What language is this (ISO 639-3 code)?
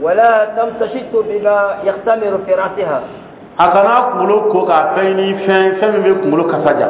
dyu